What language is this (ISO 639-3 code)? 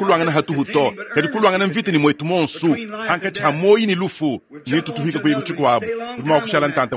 lua